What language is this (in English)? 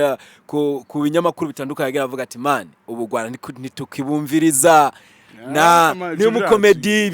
Rundi